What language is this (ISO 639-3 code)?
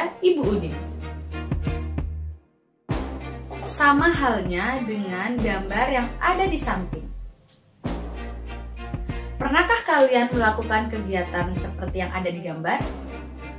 ind